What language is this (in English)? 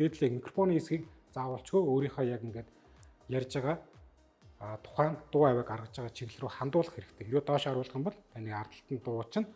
Mongolian